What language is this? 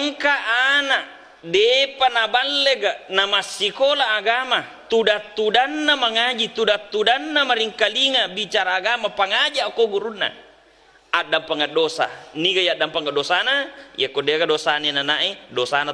Buginese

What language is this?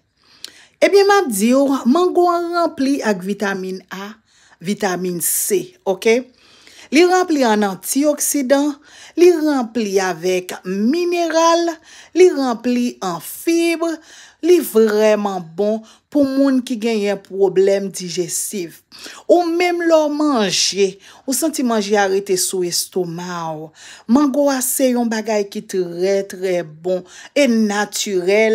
Haitian Creole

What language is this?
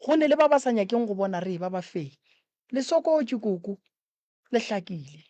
Northern Sotho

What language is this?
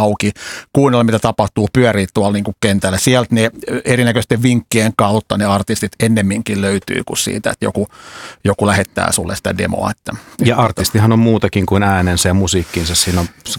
Finnish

